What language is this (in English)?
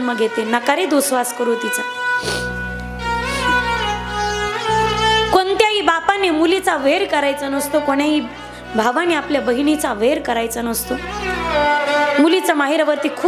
Marathi